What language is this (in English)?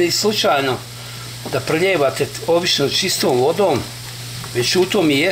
Croatian